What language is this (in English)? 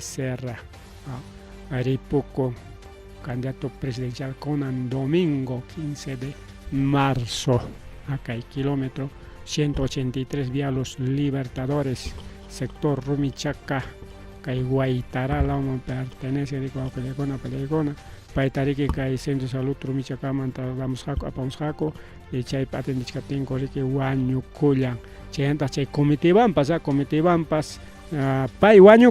Ayacucho Quechua